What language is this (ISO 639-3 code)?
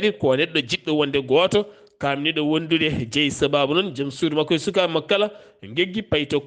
ful